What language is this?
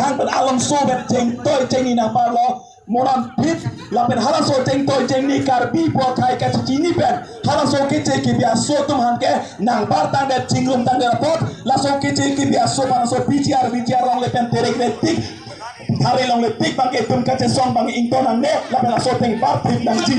Karbi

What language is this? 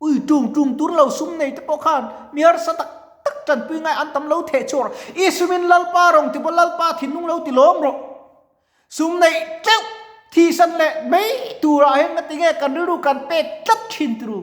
Mizo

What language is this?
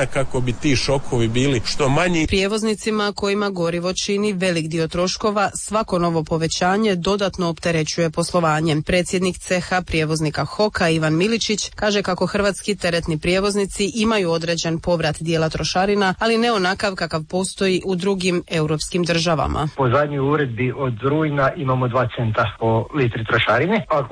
Croatian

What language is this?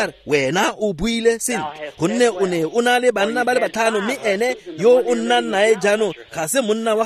Tswana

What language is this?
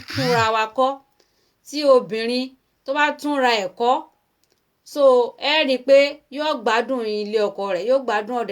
Yoruba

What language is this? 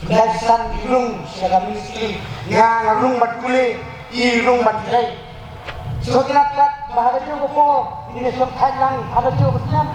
Khasi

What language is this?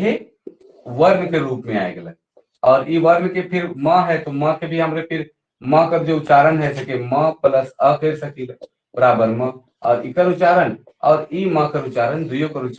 Sadri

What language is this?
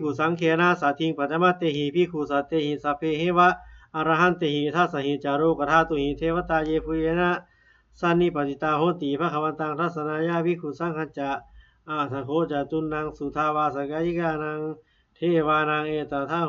Pali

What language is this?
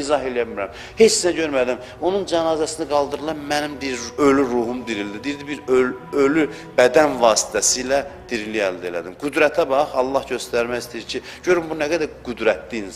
Azerbaijani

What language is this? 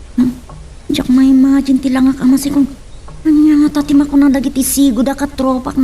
Iloko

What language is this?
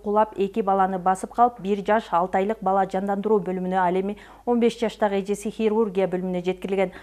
Kyrgyz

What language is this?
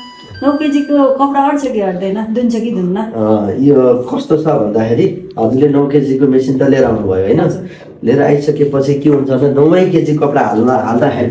Nepali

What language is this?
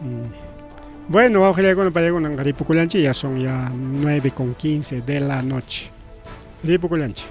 Ayacucho Quechua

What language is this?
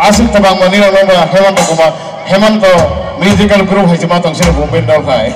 Kok Borok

